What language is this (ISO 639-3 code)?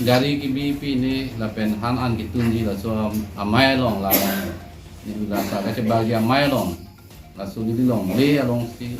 mjw